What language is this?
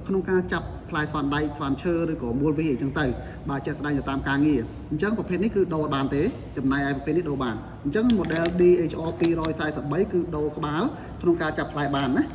Khmer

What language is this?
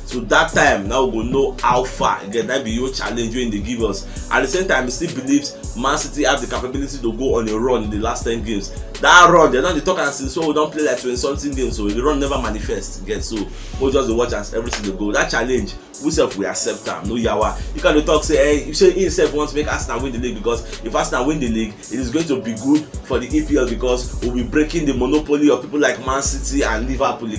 Nigerian Pidgin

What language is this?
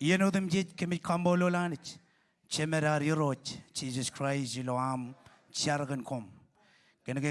Marshallese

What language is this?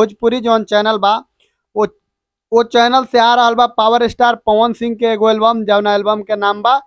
Bhojpuri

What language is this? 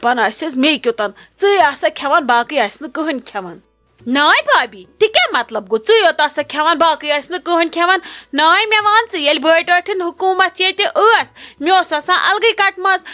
Kashmiri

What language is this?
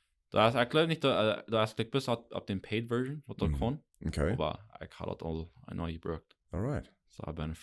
Plautdietsch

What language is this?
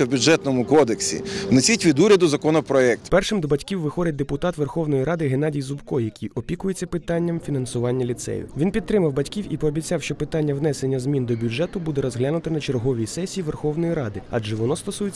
Ukrainian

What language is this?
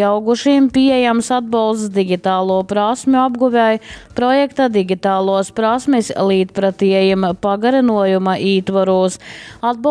Latgalian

